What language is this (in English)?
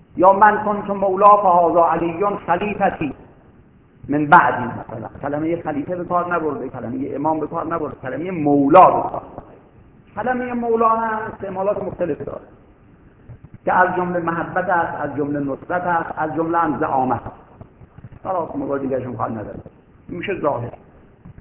Persian